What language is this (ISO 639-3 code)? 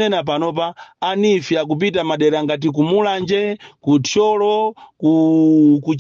nya